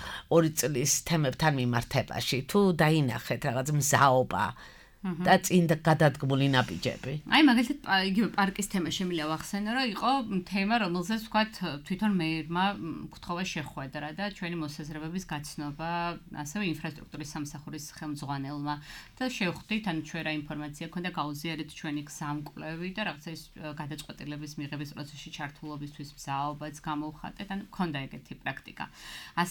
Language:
Georgian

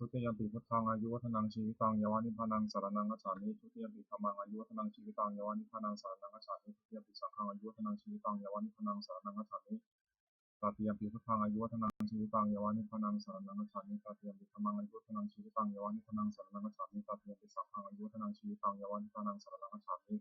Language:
Pali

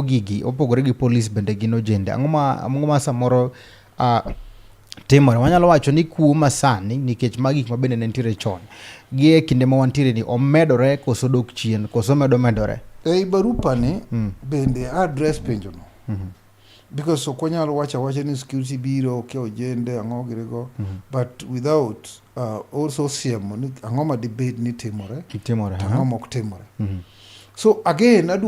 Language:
Luo (Kenya and Tanzania)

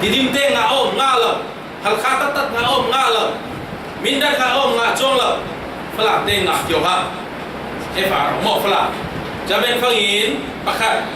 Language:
Falam Chin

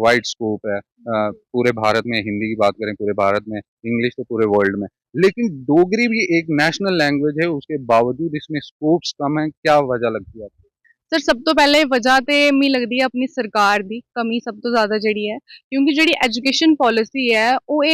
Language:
Dogri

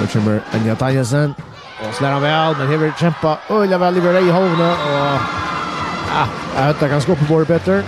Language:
Faroese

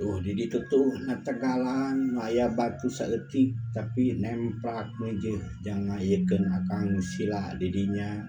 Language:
Sundanese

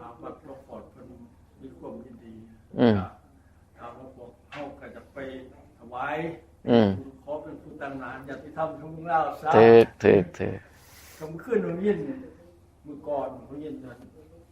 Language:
Northeastern Thai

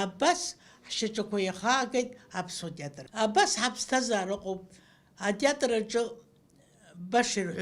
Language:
Abkhazian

